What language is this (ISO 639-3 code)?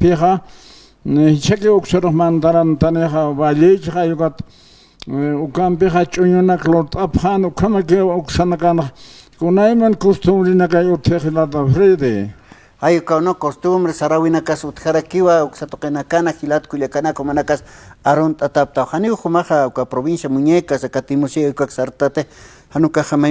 aym